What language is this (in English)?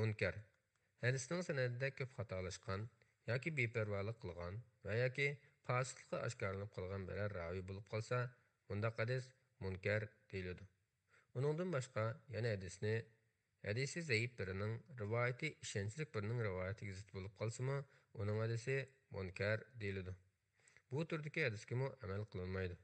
Uyghur